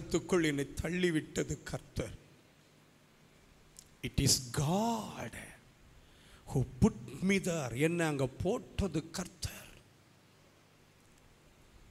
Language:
Tamil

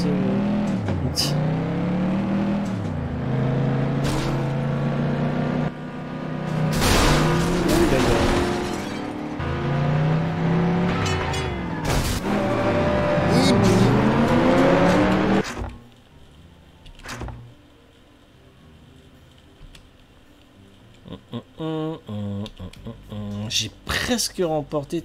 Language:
French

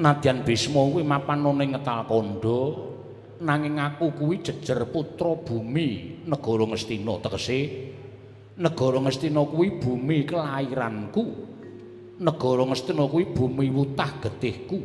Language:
Javanese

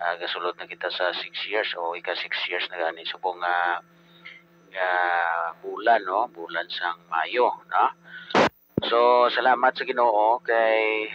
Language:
Hiligaynon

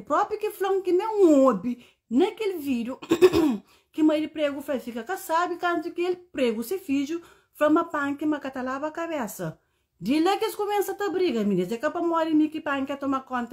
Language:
Kabuverdianu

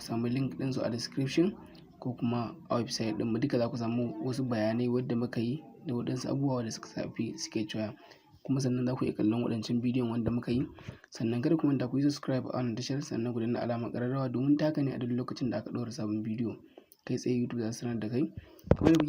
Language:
Hausa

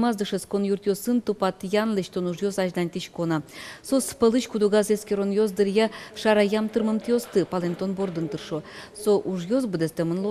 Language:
Udmurt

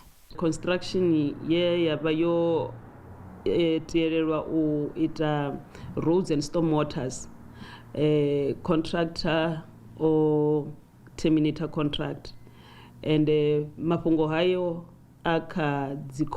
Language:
Venda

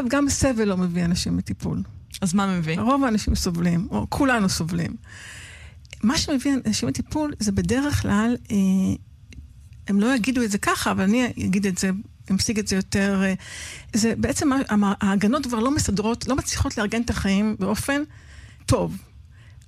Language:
Hebrew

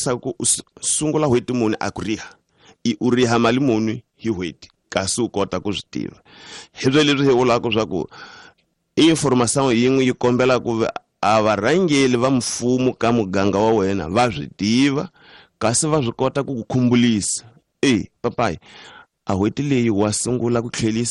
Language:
Tsonga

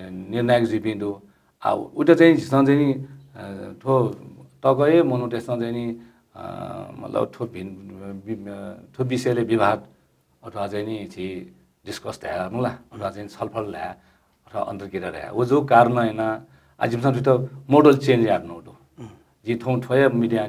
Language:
Newari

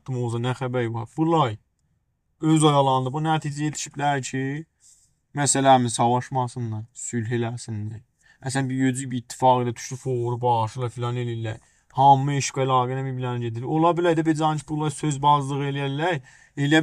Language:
South Azerbaijani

